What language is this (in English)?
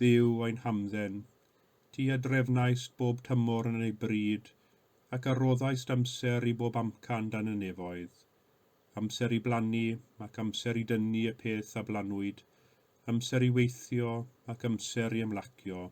Welsh